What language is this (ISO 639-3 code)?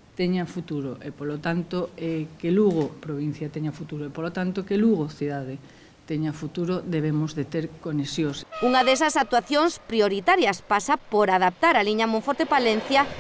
glg